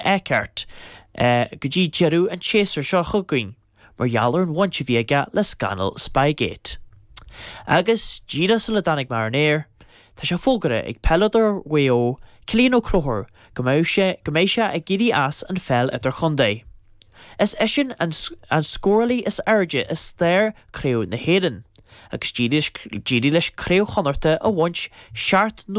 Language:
Irish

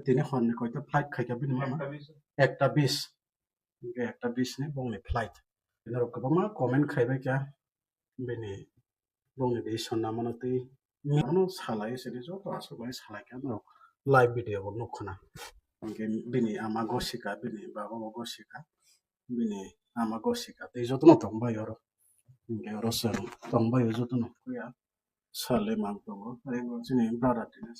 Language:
Kok Borok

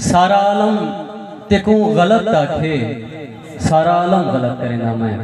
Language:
Saraiki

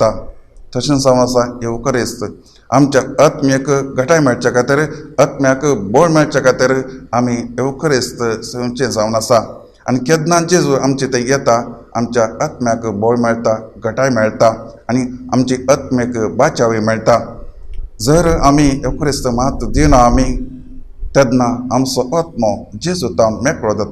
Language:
Konkani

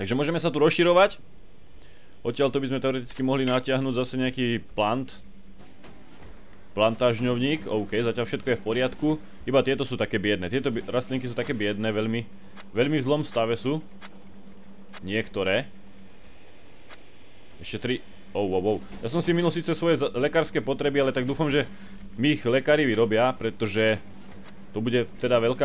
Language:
Slovak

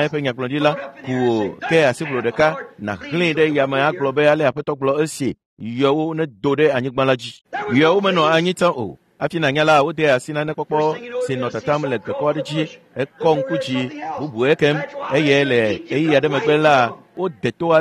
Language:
Ewe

